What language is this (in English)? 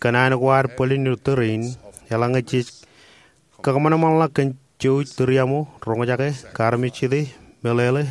Marshallese